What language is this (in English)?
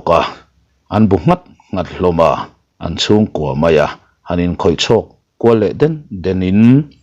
Mizo